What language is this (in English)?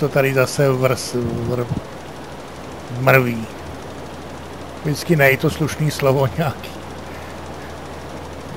Czech